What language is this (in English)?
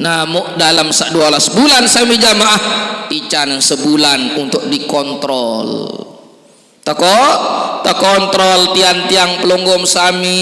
Sasak